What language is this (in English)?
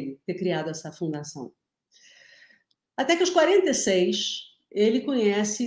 Portuguese